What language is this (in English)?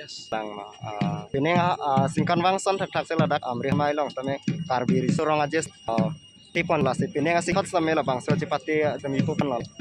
Karbi